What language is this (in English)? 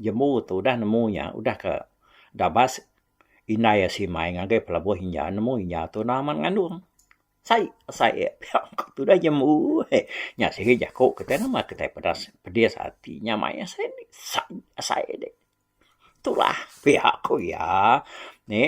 Iban